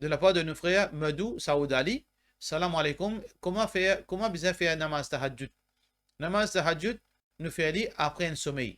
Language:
Morisyen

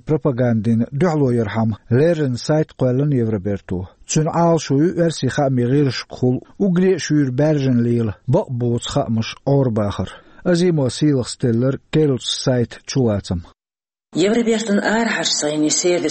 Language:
Chechen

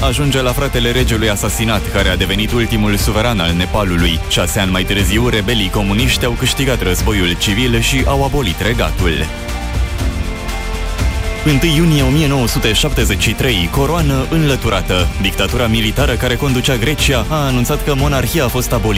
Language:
Romanian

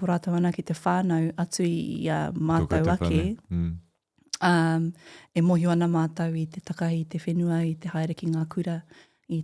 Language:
Māori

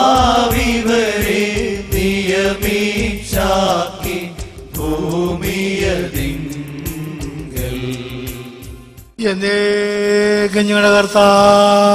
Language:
Malayalam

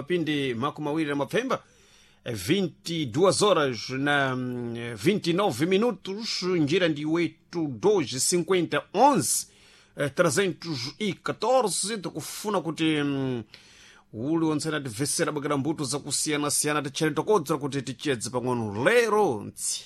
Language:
Sena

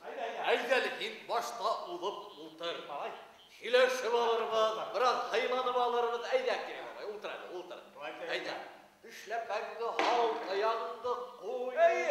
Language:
Bashkir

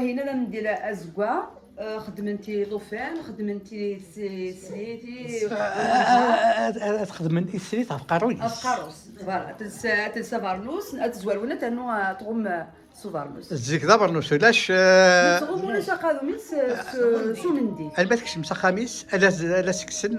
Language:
Kabyle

